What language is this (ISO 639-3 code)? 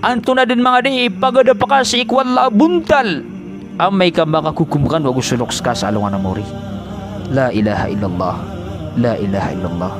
mrw